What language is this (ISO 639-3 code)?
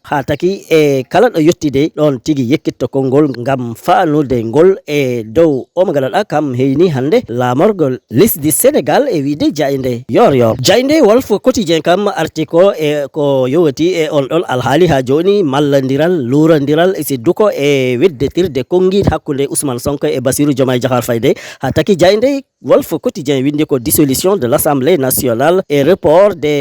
ful